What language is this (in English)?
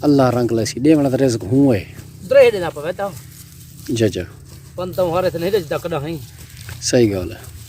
Saraiki